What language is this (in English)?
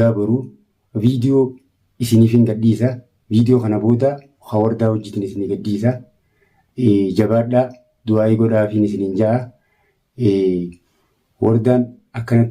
Oromo